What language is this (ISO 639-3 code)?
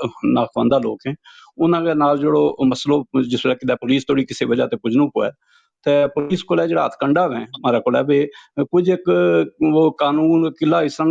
gju